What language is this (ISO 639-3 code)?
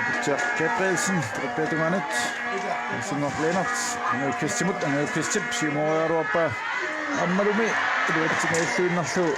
kal